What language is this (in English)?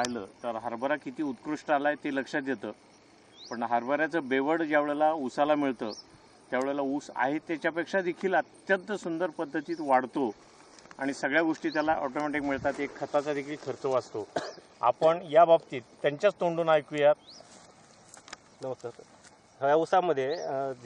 Marathi